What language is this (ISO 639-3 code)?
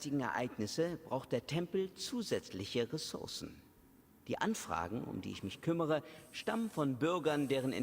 gsw